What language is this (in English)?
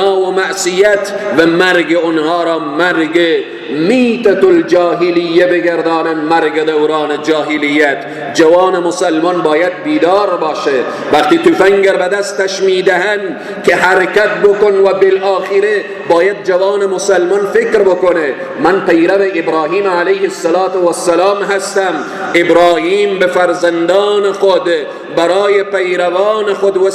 Persian